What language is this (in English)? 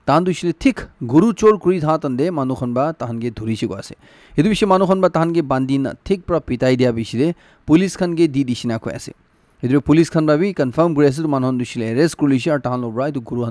Naga Pidgin